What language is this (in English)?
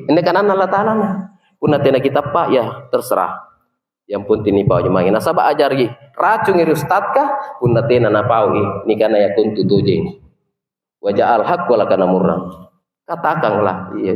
Makasar